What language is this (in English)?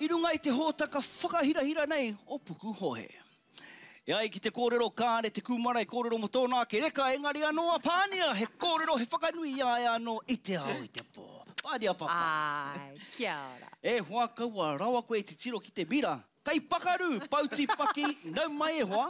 Māori